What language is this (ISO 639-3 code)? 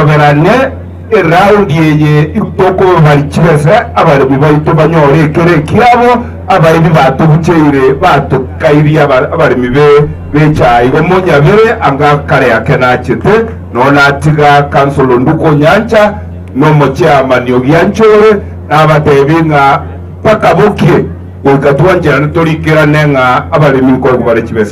guz